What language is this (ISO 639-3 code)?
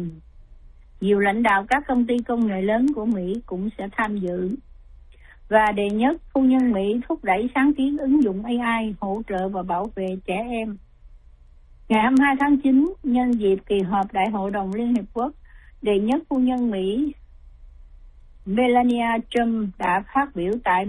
vie